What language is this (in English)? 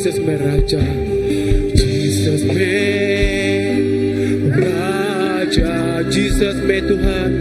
Iban